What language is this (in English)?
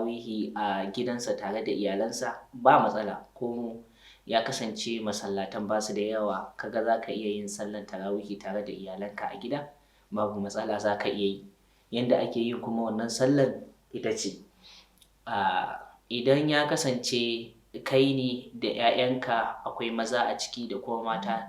Hausa